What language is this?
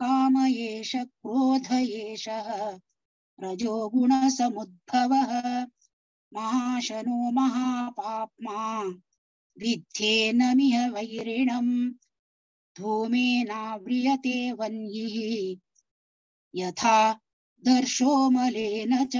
Sanskrit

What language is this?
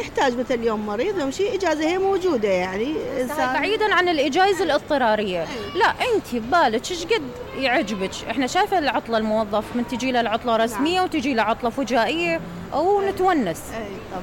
Mesopotamian Arabic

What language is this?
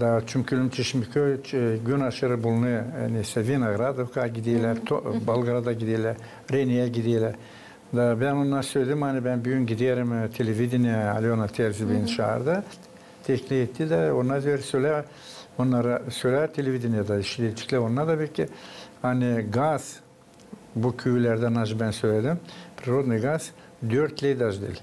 Gagauz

